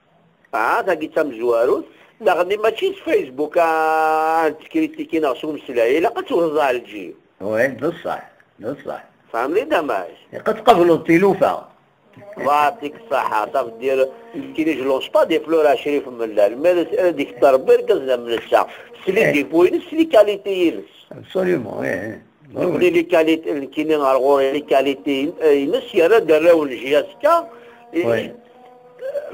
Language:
Kabyle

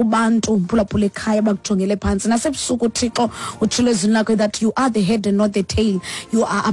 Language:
Xhosa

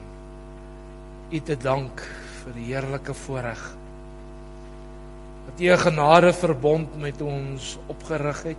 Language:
Afrikaans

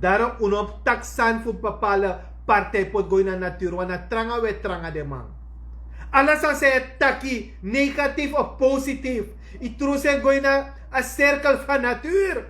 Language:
Sranan Tongo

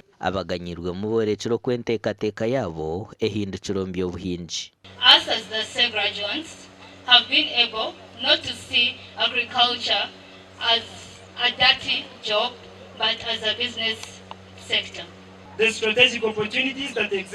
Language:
Nyankole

